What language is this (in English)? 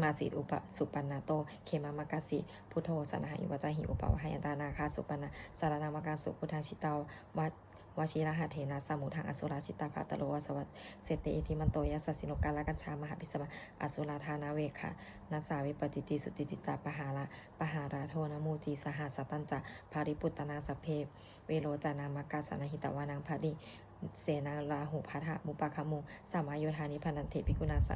Pali